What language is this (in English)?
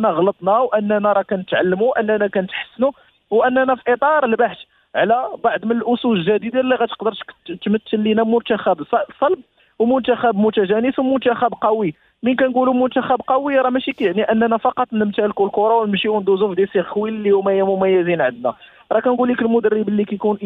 Moroccan Arabic